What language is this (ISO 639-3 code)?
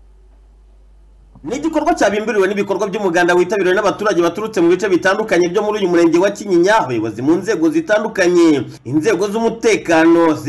kin